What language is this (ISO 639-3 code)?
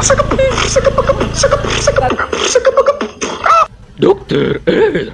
bjn